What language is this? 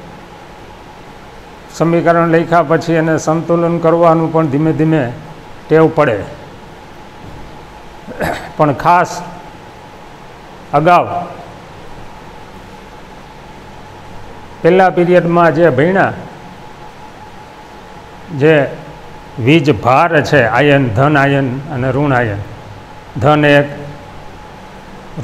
Gujarati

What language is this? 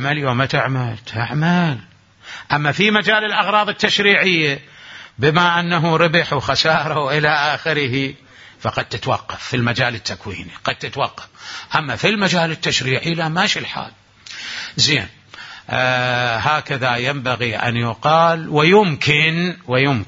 Mesopotamian Arabic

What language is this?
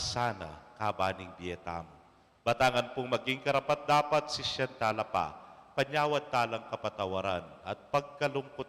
Pampanga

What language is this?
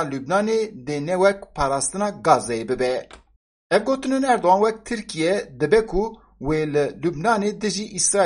Kurdish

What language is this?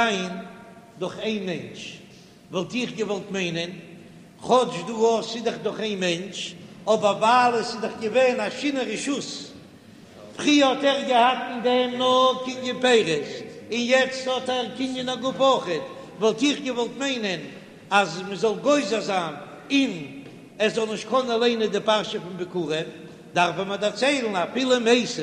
Yiddish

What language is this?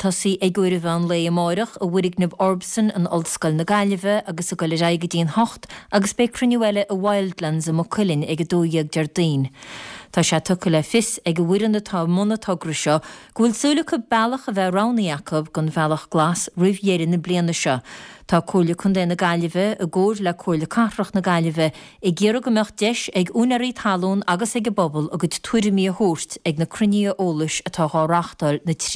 Irish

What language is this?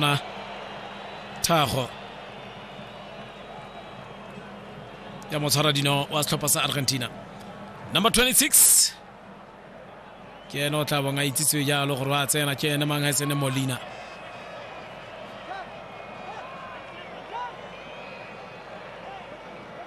Tswana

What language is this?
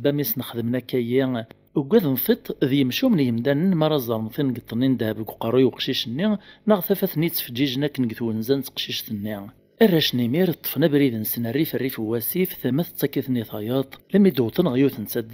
Kabyle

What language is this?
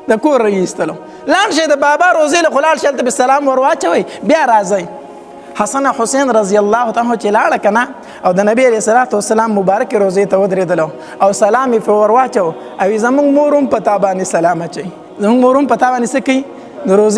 Pashto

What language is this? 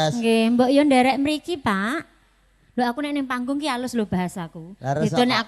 Javanese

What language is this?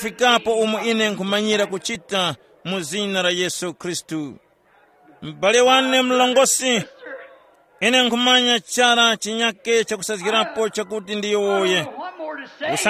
Tumbuka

